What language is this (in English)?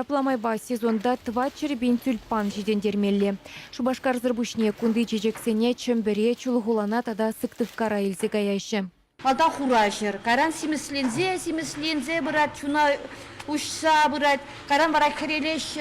Chuvash